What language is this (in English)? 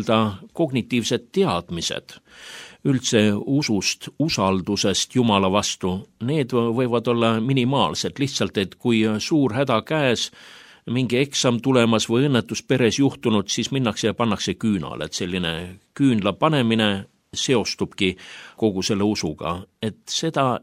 Estonian